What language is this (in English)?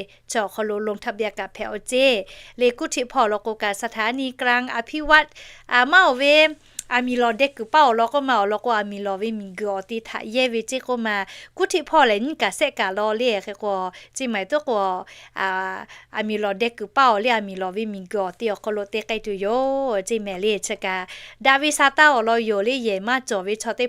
Lahu